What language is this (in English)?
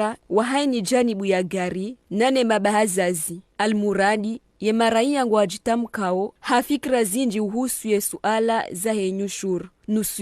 Ngazidja Comorian